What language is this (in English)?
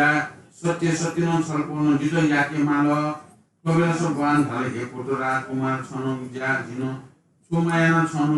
Newari